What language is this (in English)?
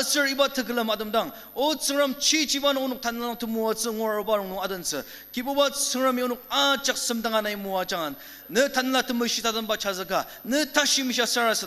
Ao Naga